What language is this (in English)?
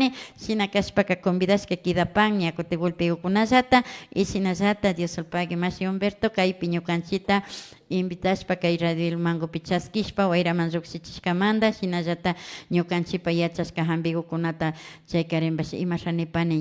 Imbabura Highland Quichua